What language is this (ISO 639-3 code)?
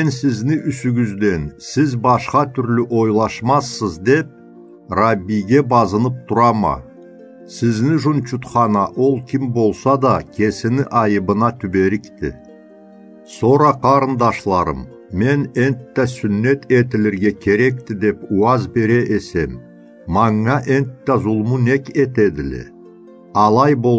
krc